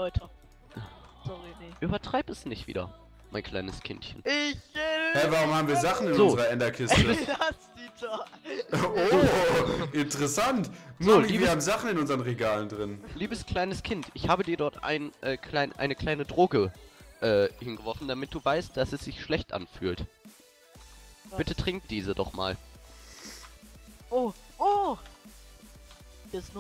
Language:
German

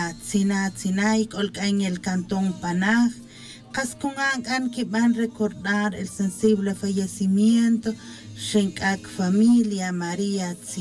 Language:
Tz'utujil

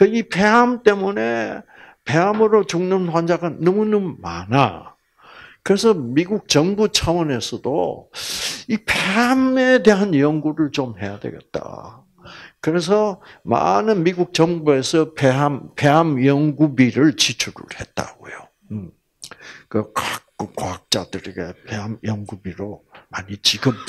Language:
Korean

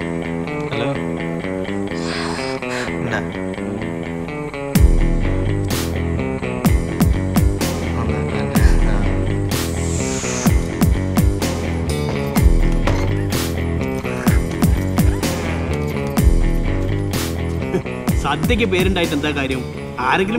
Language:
Malayalam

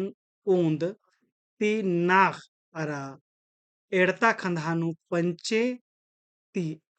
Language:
Kurukh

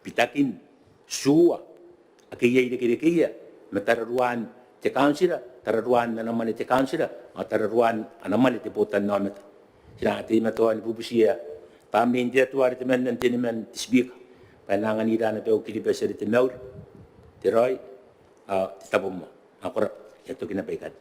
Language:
Gilbertese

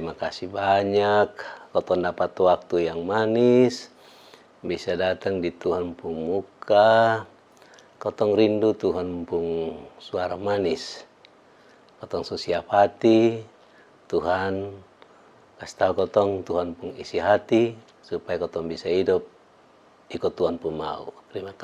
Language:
Kupang Malay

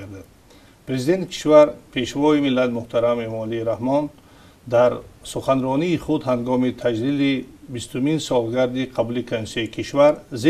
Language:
Tajik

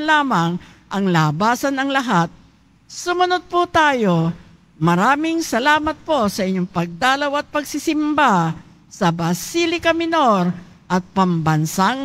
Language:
Filipino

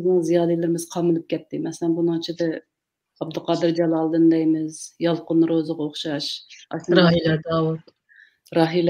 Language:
Uyghur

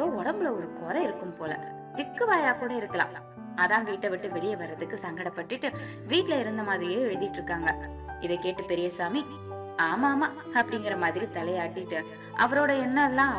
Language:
Tamil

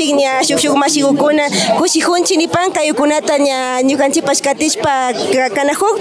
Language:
Imbabura Highland Quichua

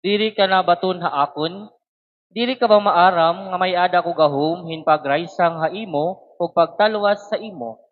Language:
Waray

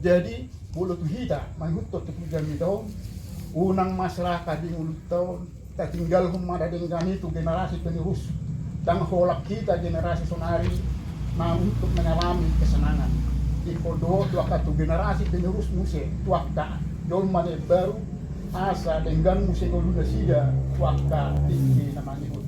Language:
Batak Toba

